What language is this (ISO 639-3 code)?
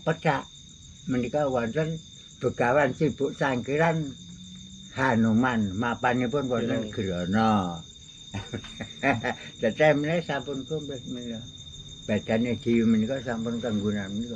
jav